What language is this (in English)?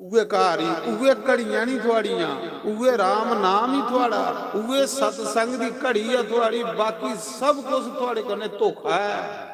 Dogri